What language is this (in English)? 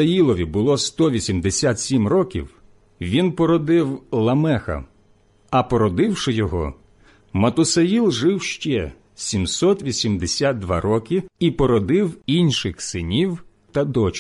Ukrainian